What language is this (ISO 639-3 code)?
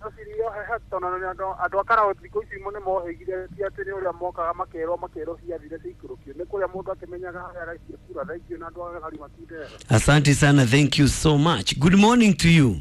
kik